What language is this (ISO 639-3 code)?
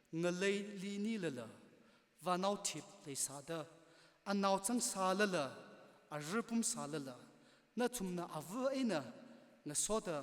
nmf